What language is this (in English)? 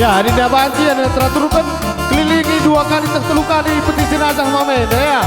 Batak Karo